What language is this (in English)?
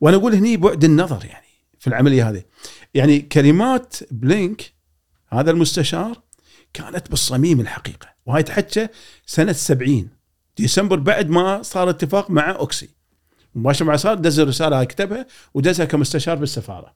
Gulf Arabic